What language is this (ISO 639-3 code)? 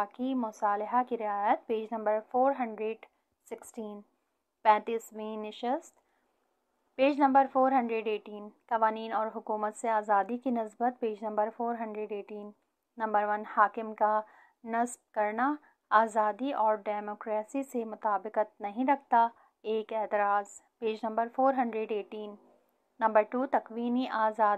urd